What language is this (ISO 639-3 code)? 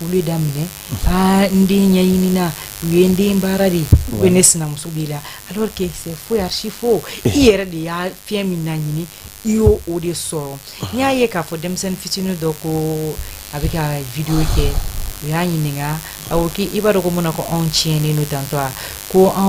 bam